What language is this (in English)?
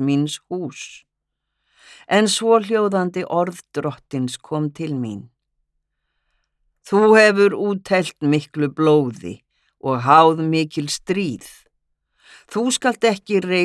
Icelandic